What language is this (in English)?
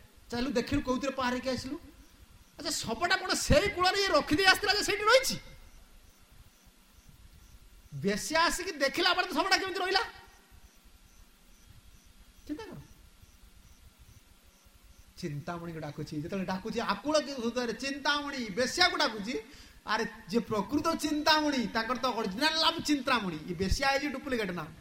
Odia